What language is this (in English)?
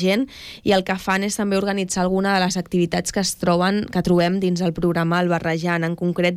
Catalan